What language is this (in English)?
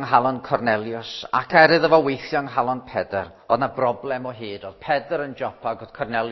Welsh